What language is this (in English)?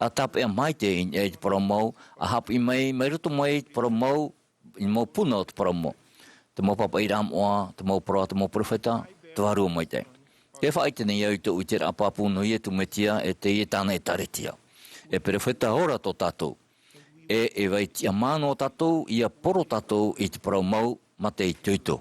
Tahitian